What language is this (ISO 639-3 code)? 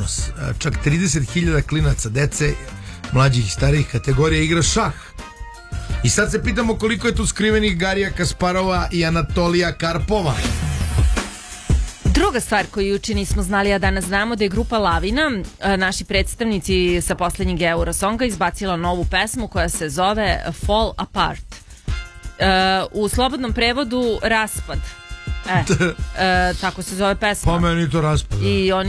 srp